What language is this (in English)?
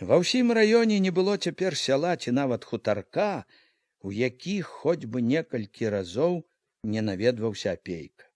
Belarusian